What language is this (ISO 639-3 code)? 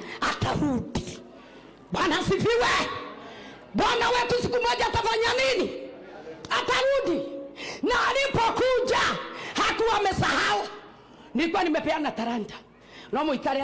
kik